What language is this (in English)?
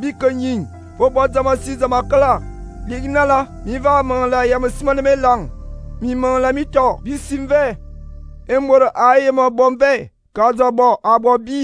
Fang